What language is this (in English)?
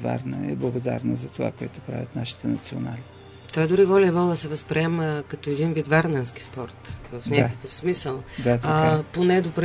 Bulgarian